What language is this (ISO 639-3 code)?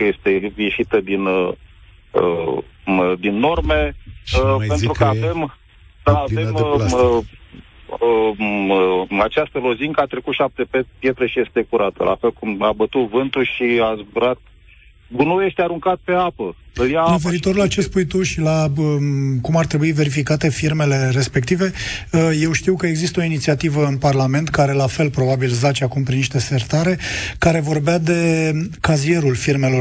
ron